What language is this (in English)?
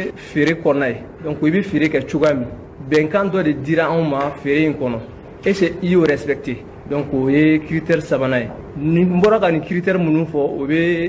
Bambara